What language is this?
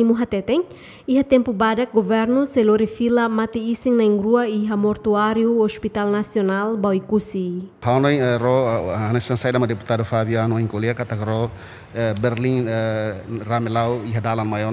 Tetum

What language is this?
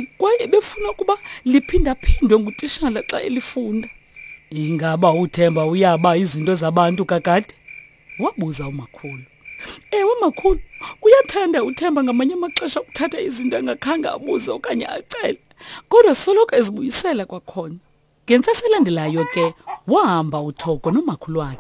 Xhosa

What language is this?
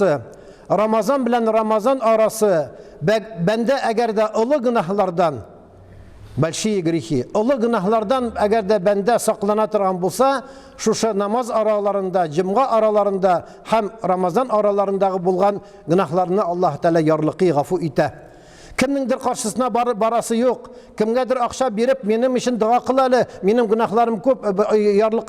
Tatar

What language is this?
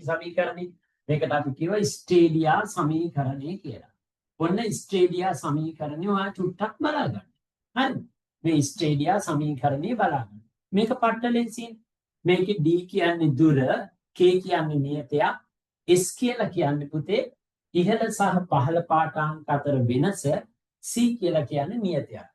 Sinhala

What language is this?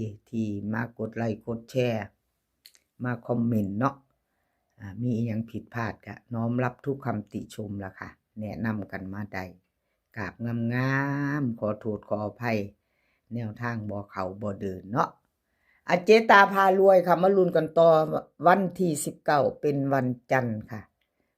Northeastern Thai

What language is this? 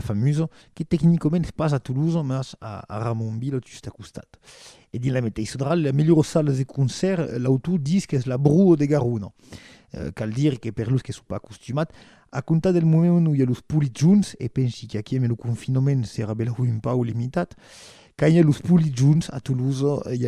Occitan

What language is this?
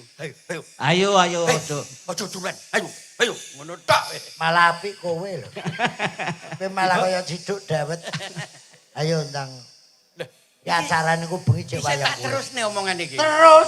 Javanese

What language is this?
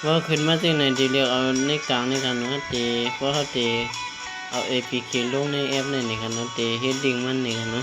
Shan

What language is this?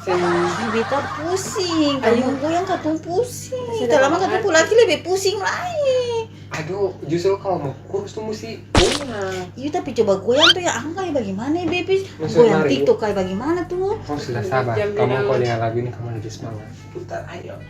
Ambonese Malay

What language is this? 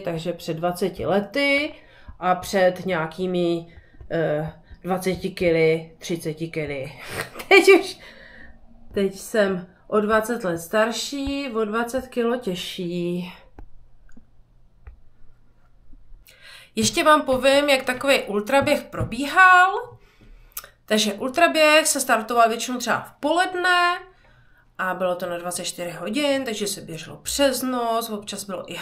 Czech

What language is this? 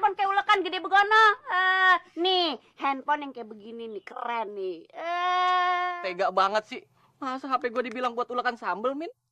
Betawi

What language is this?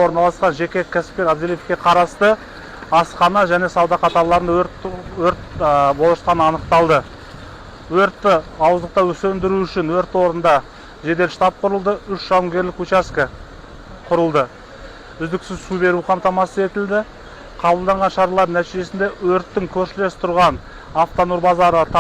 Kazakh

